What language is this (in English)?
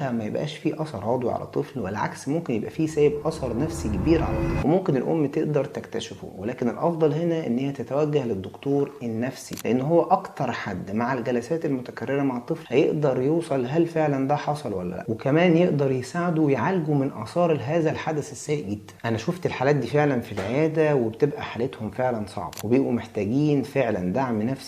Egyptian Arabic